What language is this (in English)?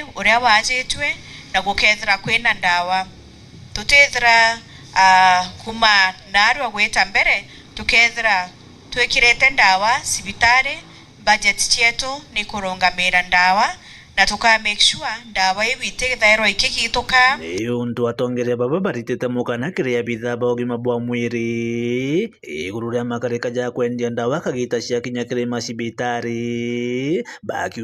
Meru